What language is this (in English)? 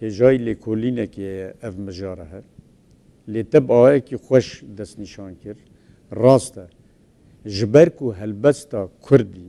Kurdish